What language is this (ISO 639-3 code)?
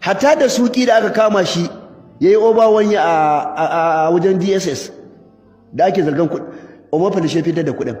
hau